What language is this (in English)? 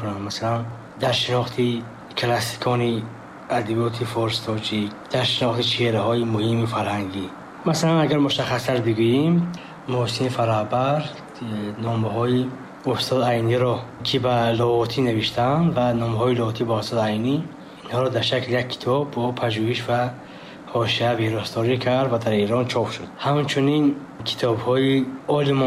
Tajik